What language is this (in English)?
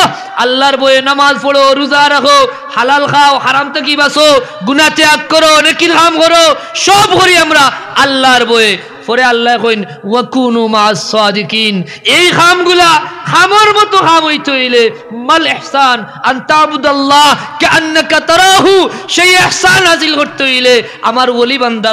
Sylheti